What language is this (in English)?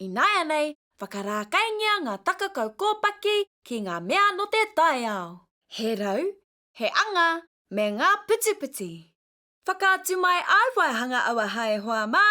Māori